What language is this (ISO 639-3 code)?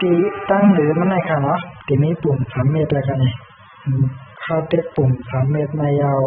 shn